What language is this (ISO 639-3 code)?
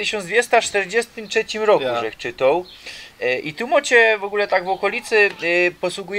szl